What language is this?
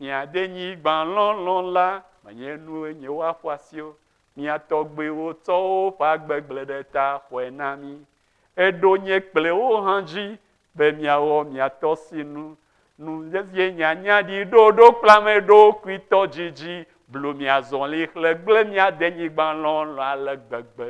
Ewe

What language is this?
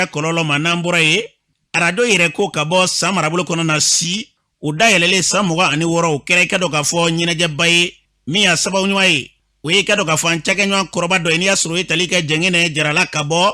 Bambara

